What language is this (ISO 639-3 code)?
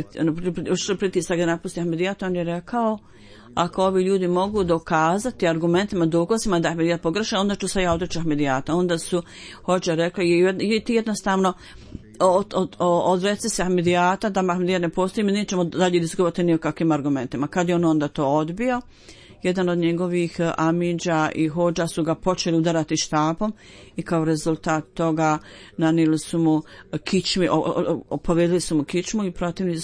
bos